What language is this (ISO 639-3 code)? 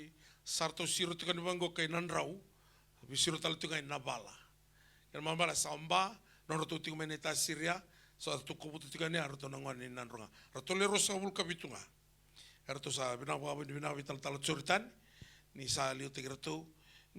fij